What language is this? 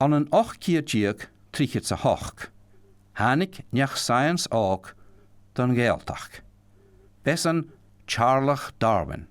Scottish Gaelic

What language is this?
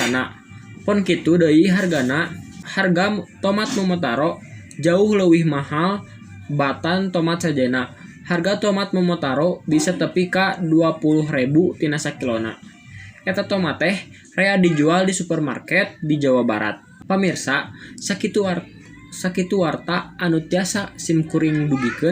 Sundanese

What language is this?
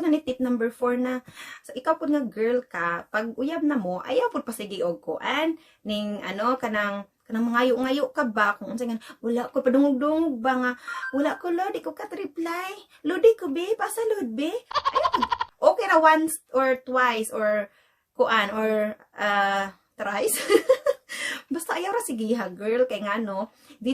Cebuano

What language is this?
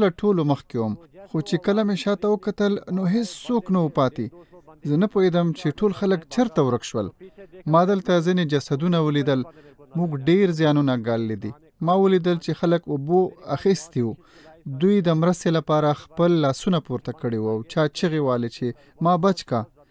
Pashto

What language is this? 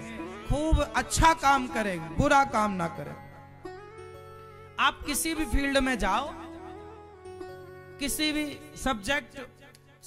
Hindi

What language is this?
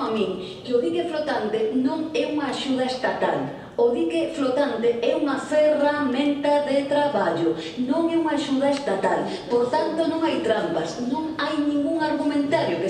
Galician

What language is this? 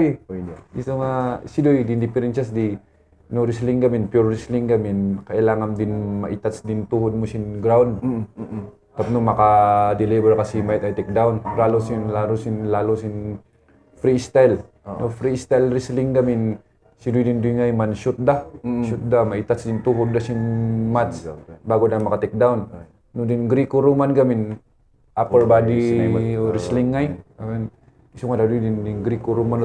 Kankanaey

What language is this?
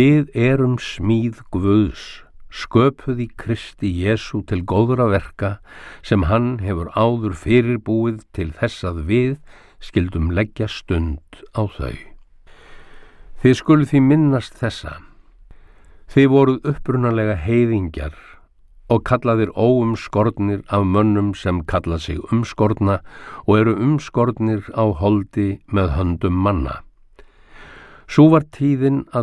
Icelandic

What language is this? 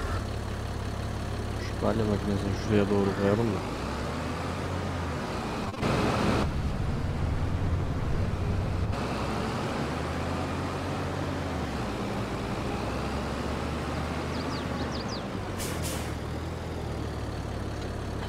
Turkish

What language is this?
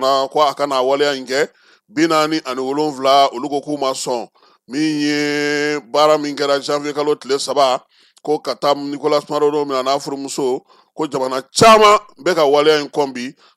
Bambara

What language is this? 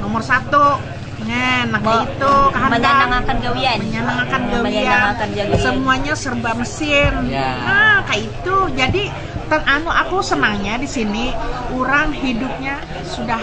Banjar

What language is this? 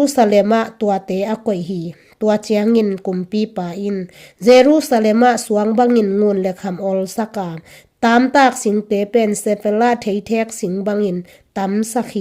Tedim Chin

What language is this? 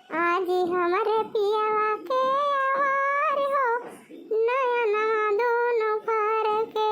Awadhi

